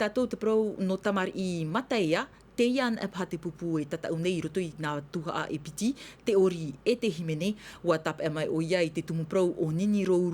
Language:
Tahitian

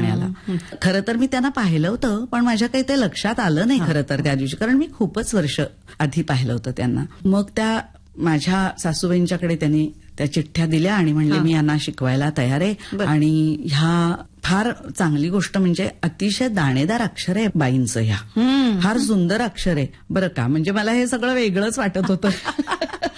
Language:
Marathi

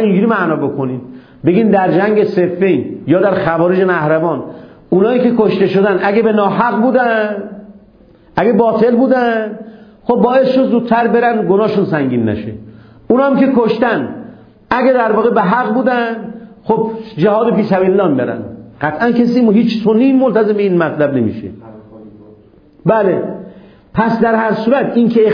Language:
Persian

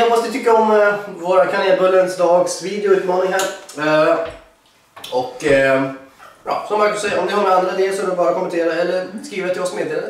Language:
Swedish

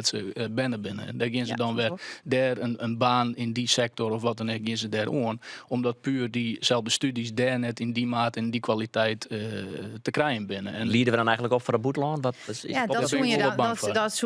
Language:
Western Frisian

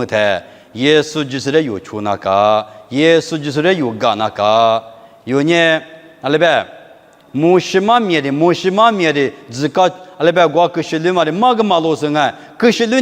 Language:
Lisu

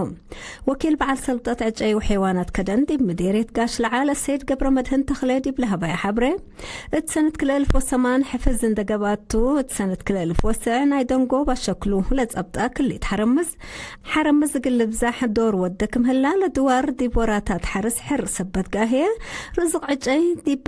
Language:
Tigre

